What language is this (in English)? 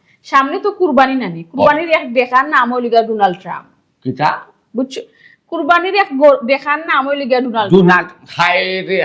Sylheti